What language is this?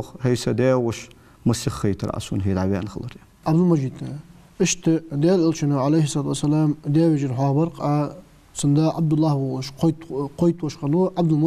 Ingush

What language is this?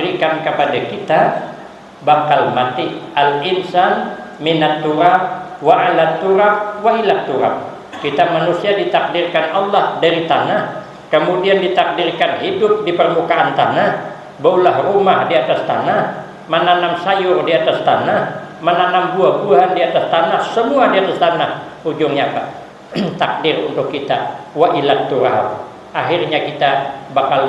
Banjar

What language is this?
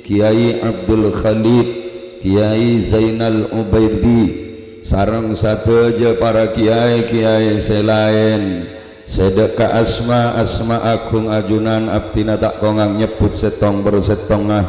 Madurese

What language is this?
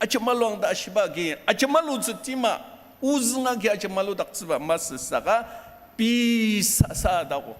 Ao Naga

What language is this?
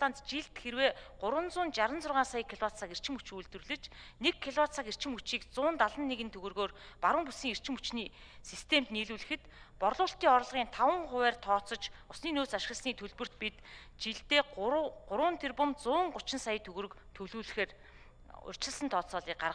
Mongolian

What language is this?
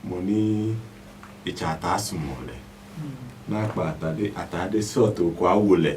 Adangme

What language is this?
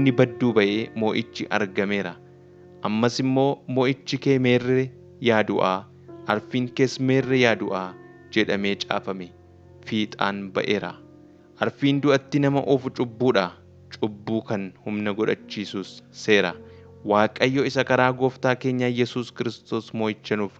Oromo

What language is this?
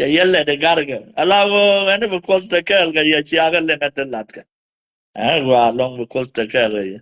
Nuer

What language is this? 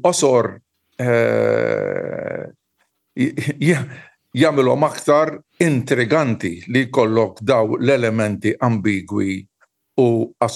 Maltese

